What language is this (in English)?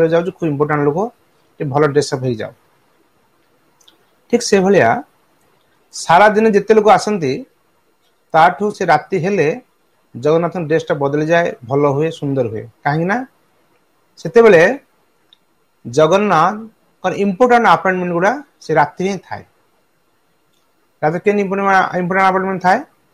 Odia